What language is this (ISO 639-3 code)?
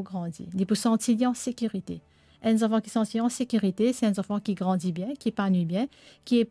mfe